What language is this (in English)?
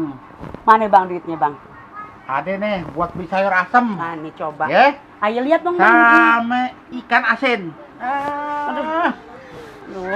Betawi